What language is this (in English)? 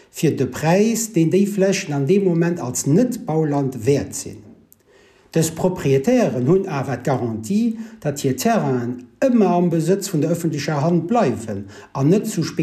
Luxembourgish